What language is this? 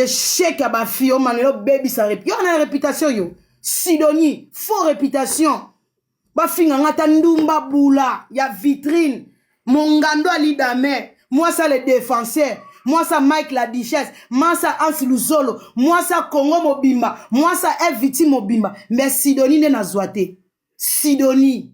Lingala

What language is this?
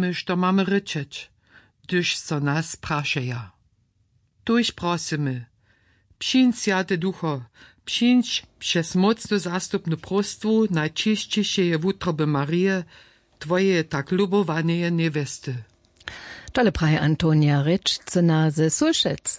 Upper Sorbian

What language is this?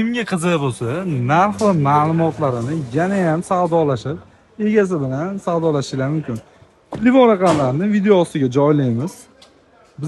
Uzbek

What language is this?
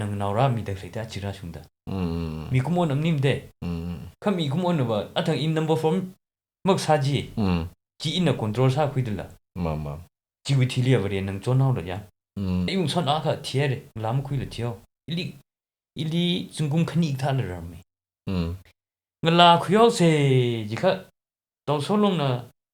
Tangkhul Naga (India)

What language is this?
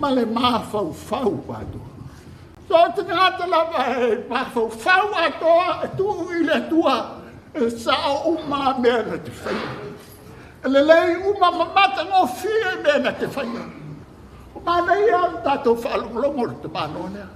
Samoan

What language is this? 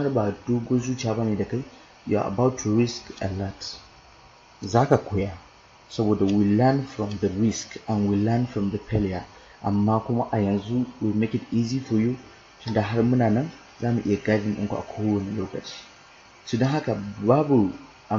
Hausa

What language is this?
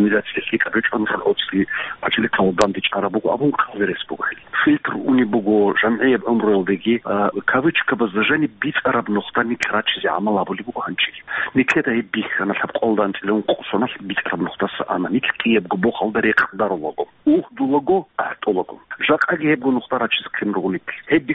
Avaric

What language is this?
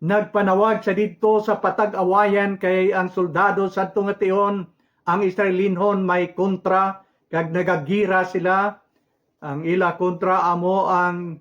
Hiligaynon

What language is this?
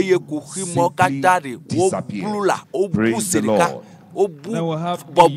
Ewe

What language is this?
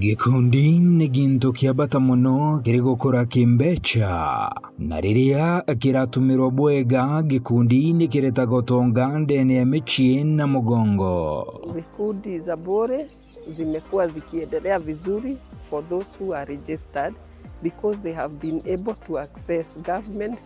Meru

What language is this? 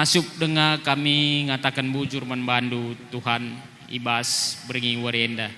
Batak Karo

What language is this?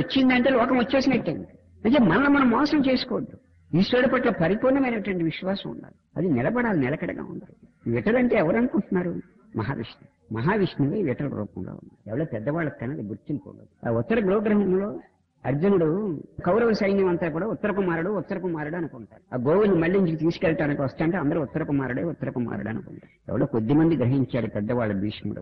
Telugu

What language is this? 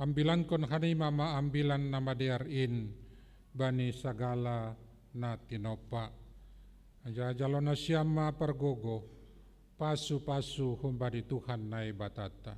Batak Simalungun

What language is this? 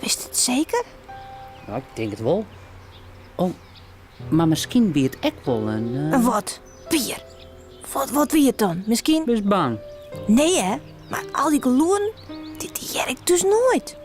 Western Frisian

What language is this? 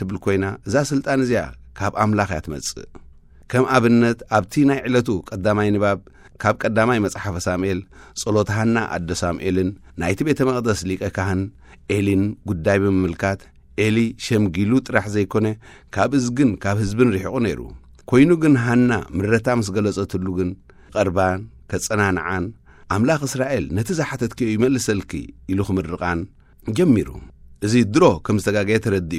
Tigrinya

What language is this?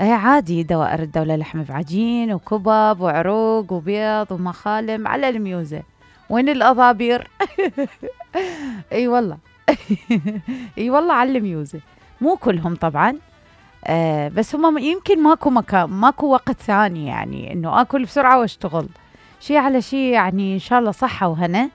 Mesopotamian Arabic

